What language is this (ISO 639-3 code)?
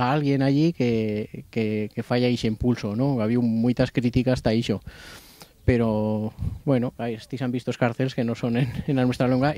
arg